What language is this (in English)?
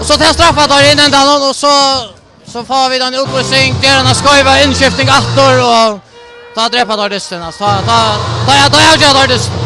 Faroese